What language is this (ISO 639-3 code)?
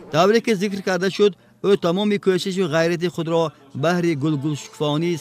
tgk